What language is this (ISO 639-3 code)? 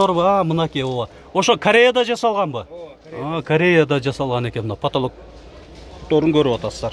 kir